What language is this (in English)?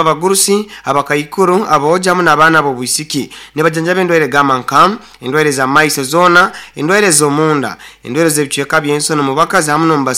Nyoro